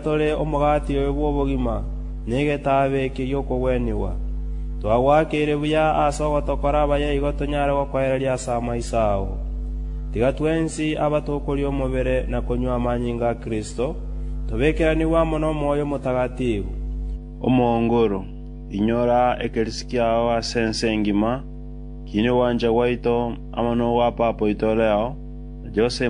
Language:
Gusii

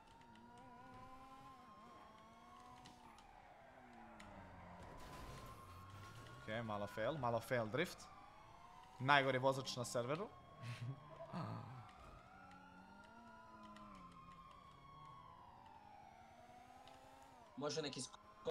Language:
Croatian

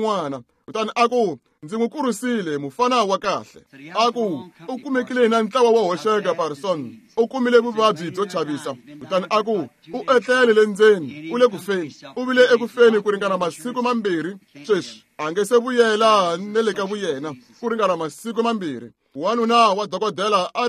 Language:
Tsonga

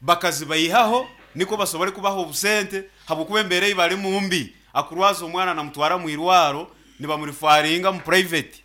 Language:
Nyankole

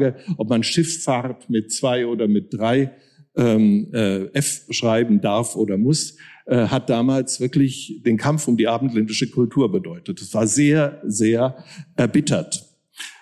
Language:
German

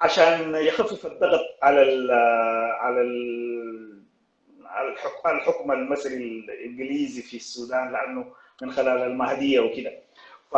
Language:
Sudanese Arabic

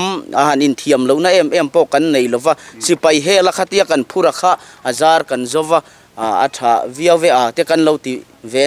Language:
Mizo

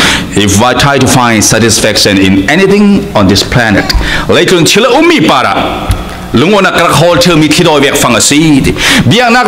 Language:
Falam Chin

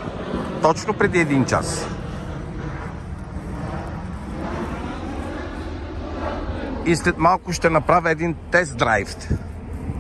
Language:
Bulgarian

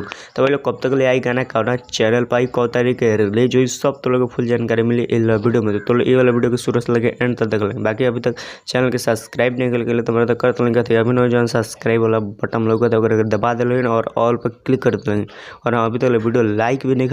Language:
Bhojpuri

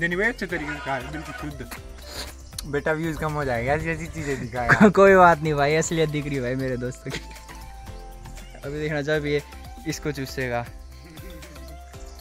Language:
Hindi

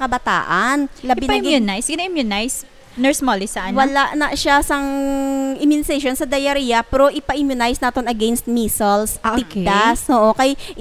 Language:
Hiligaynon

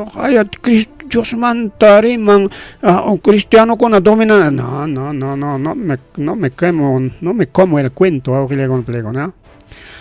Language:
Ayacucho Quechua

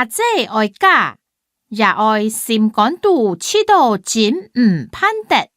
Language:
Hakka Chinese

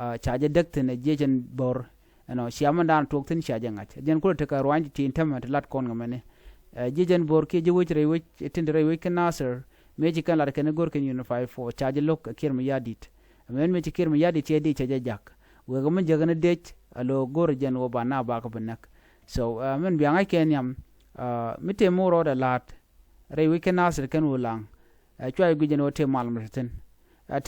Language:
Nuer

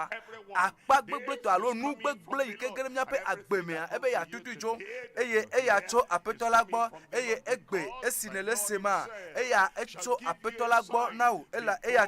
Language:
Ewe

